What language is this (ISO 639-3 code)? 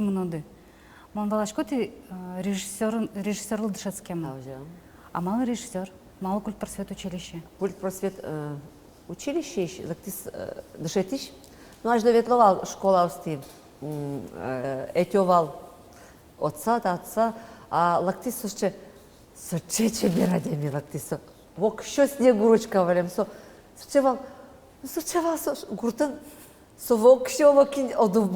udm